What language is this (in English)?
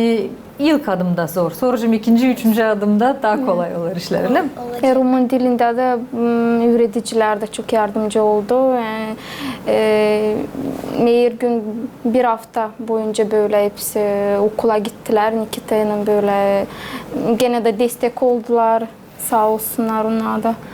Gagauz